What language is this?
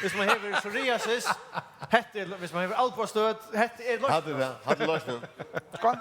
Faroese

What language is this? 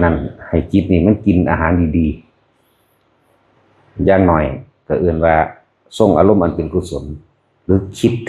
Northeastern Thai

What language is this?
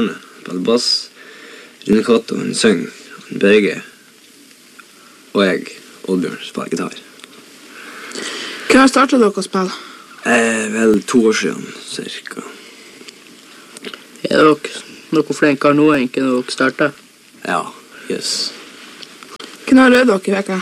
Norwegian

